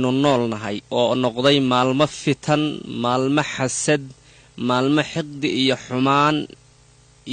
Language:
Somali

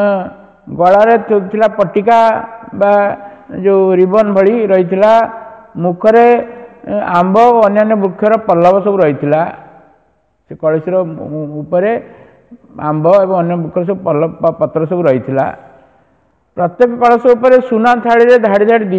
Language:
Odia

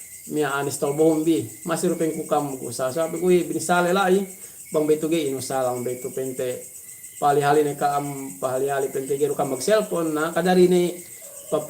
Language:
Yakan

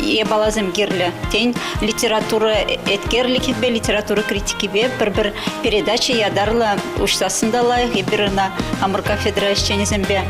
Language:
Chuvash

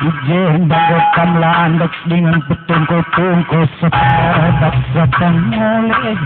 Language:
Batak Karo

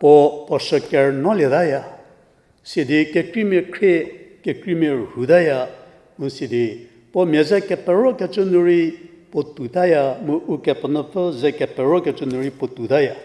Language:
Angami Naga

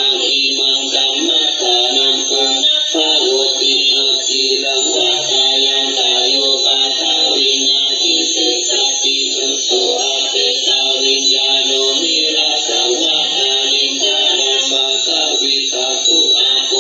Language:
Pali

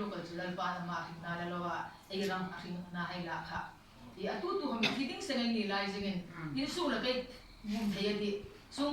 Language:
Hmar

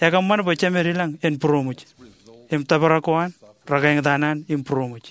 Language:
Marshallese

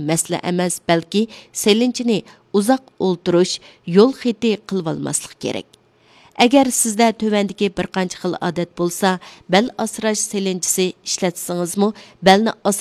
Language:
Uyghur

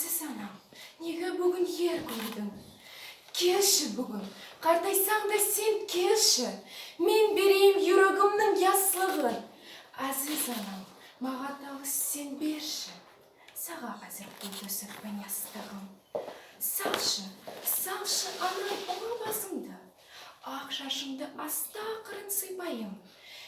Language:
Nogai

